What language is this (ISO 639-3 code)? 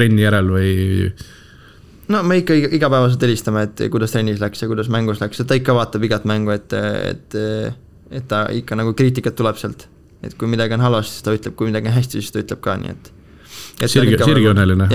est